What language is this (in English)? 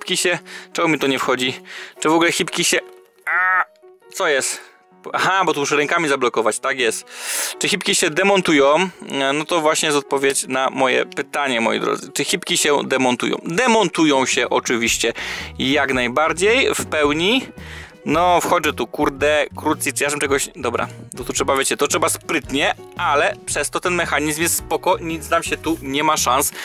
Polish